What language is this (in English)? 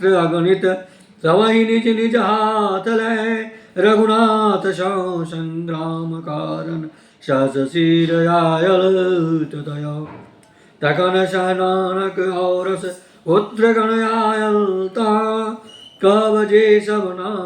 Maithili